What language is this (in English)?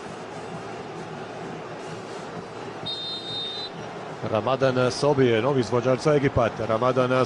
Croatian